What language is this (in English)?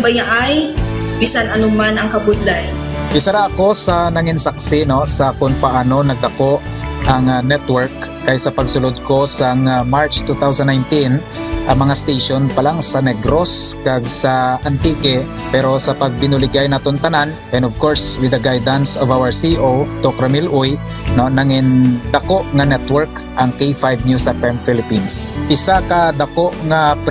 Hiligaynon